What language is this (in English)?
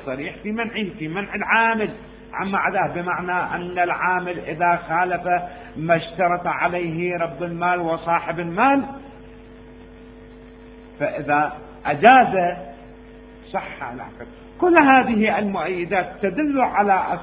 Arabic